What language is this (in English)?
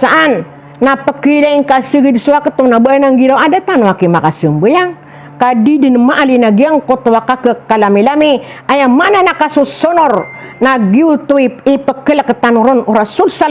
Maranao